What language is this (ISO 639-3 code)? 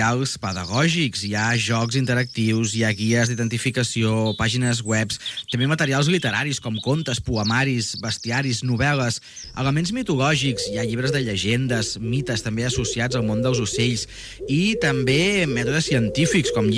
cat